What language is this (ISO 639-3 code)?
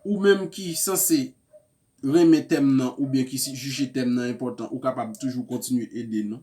hat